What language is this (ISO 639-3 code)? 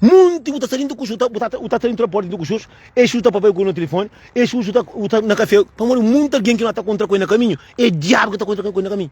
kea